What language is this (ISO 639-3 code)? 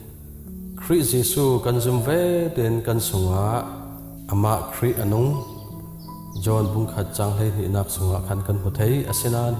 cfm